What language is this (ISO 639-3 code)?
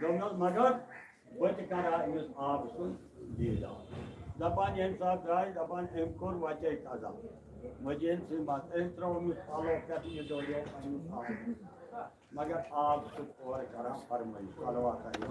kas